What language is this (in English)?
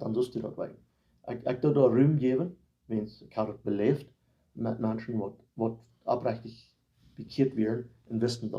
Plautdietsch